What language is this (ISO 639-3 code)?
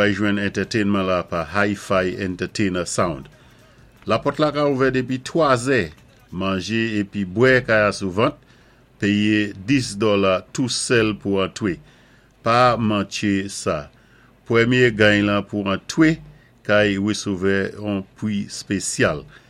acf